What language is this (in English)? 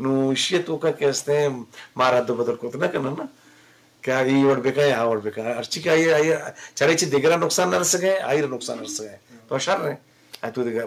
Eastern Balochi